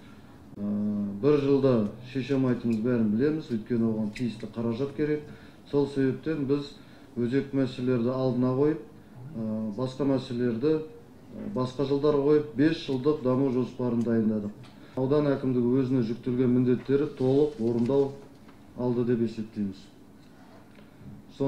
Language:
Kazakh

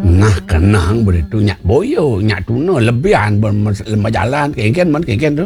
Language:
Balinese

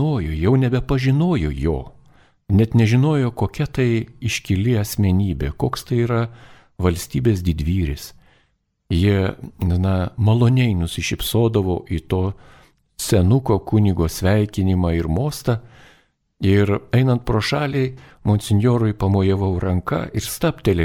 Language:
Lithuanian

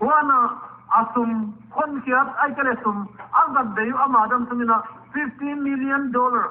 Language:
Paite Chin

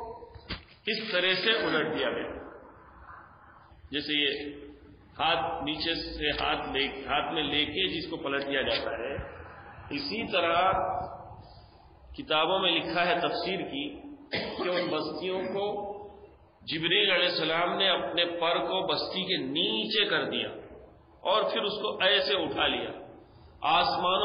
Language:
Urdu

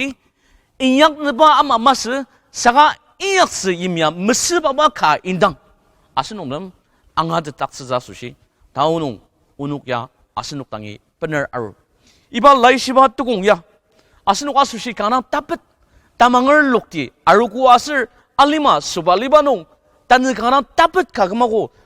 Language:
Ao Naga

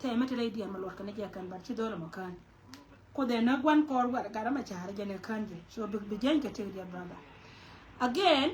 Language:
Nuer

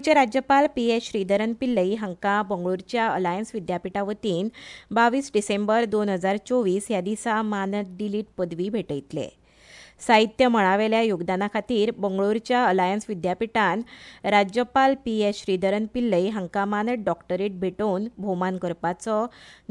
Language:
Konkani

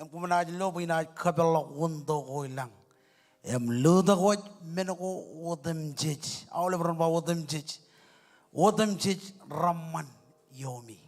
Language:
Marshallese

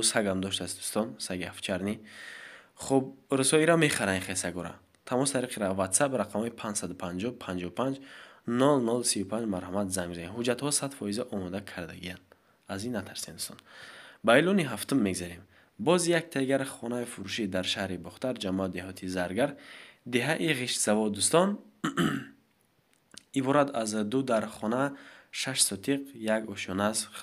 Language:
Tajik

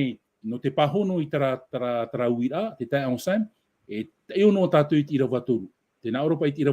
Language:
Tahitian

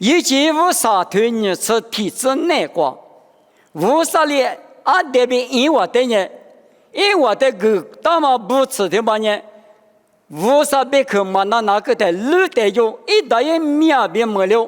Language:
Lisu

